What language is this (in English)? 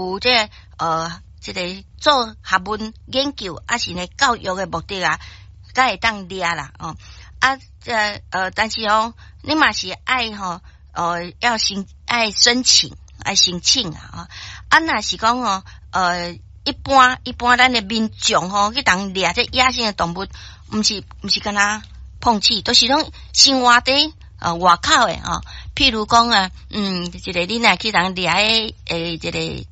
Min Nan Chinese